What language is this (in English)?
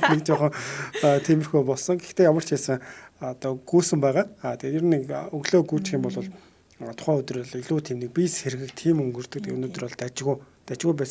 Mongolian